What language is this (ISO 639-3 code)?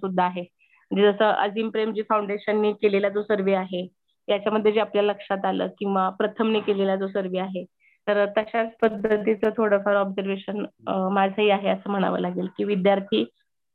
mar